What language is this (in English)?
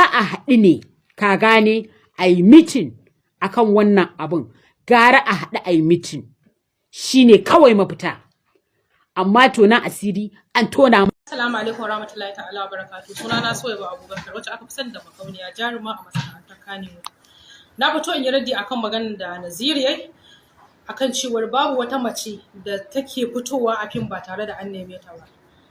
Hausa